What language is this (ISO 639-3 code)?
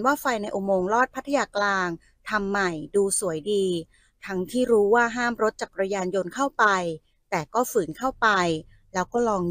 tha